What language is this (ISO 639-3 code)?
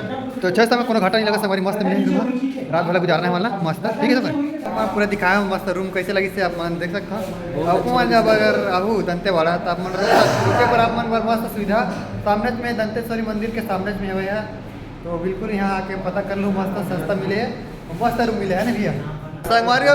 hne